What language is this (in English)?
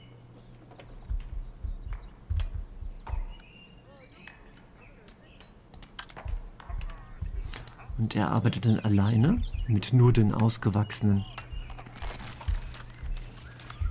German